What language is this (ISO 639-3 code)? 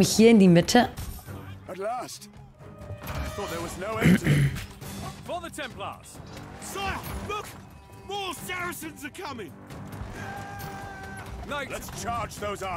deu